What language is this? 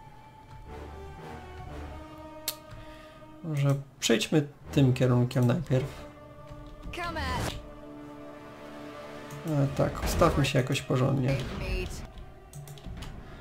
Polish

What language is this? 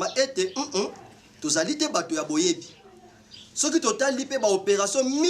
Lingala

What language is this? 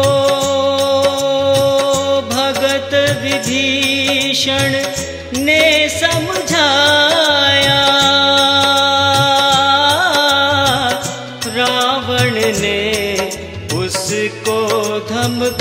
Hindi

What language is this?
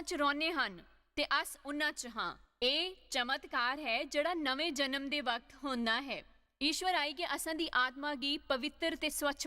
Dogri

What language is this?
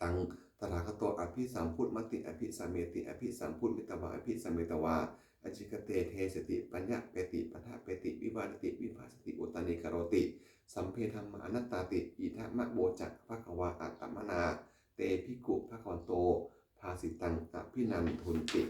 Pali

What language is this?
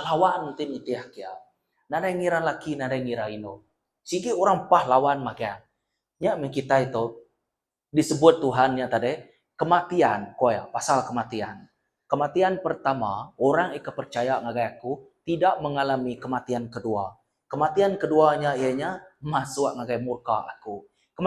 Iban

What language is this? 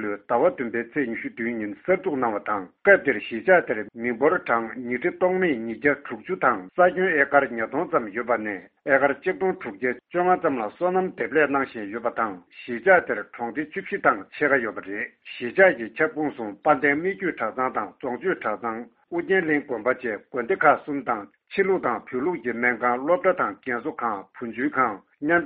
Tibetan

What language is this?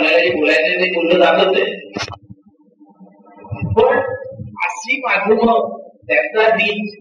Marathi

